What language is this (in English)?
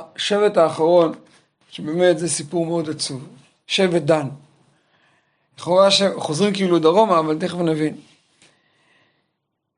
Hebrew